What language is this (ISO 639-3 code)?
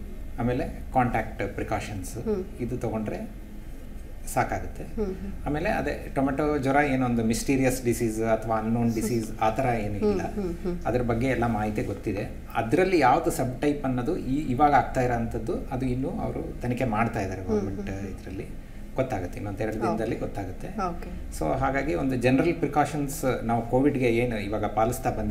kan